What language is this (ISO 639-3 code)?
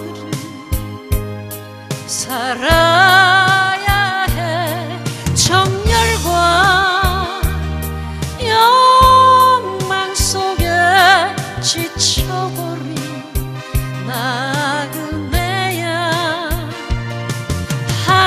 kor